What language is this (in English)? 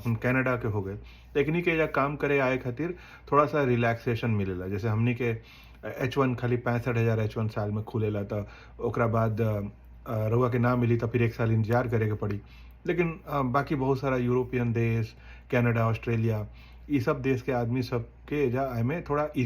Bhojpuri